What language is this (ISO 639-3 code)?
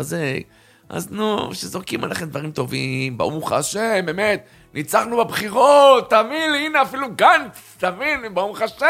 heb